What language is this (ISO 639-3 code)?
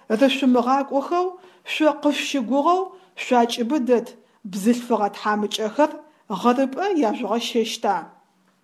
ady